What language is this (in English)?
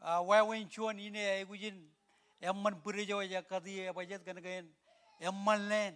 Marshallese